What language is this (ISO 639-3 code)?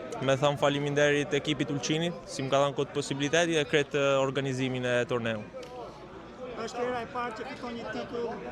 sqi